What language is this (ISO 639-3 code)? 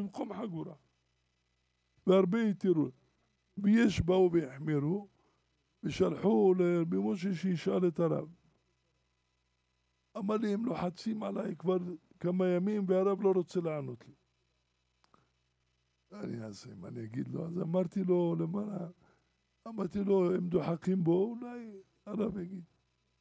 heb